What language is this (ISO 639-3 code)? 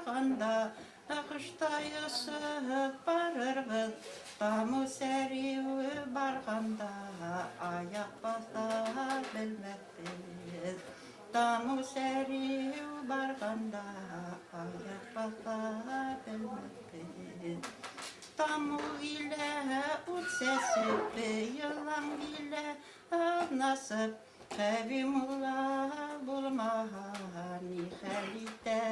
bak